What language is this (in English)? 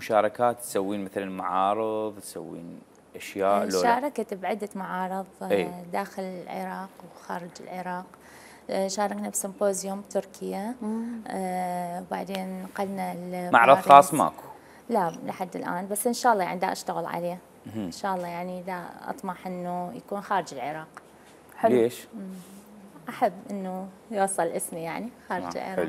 Mesopotamian Arabic